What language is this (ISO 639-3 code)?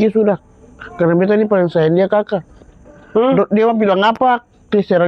abs